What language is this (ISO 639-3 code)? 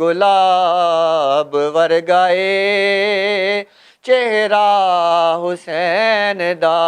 lah